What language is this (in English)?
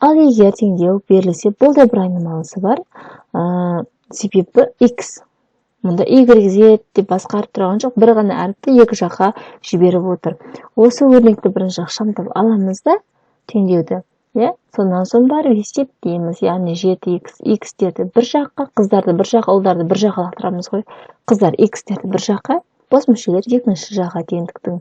Kazakh